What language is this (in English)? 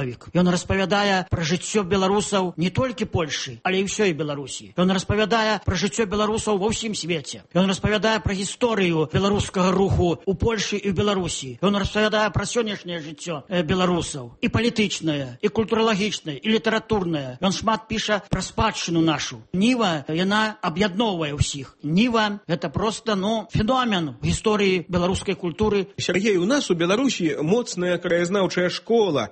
Belarusian